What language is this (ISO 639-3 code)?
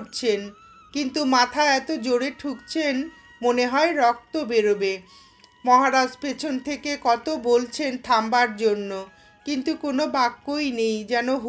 ben